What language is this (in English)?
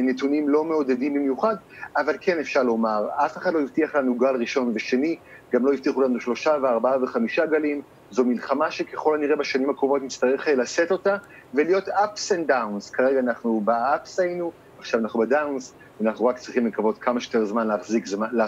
Hebrew